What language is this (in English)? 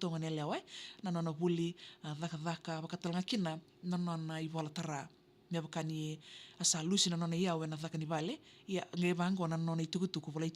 Fijian